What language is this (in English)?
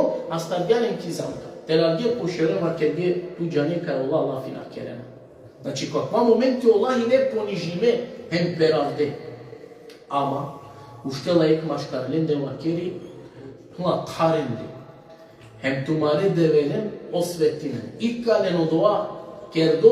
Balkan Romani